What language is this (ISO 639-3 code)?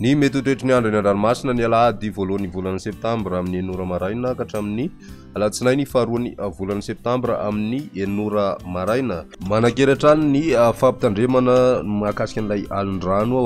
mlg